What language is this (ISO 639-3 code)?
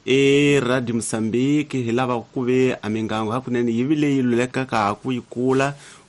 tso